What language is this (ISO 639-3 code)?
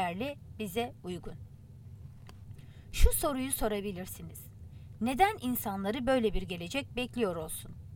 tur